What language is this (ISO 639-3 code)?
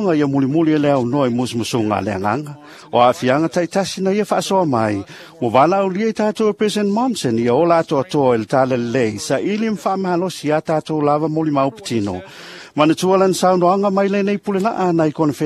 smo